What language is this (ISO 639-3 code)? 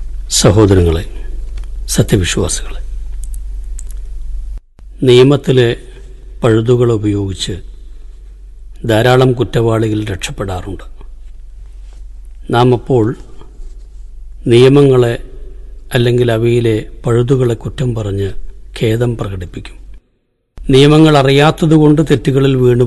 mal